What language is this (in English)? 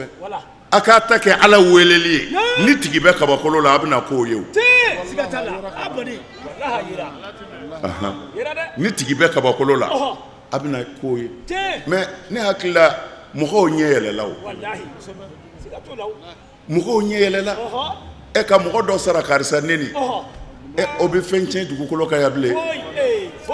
Bambara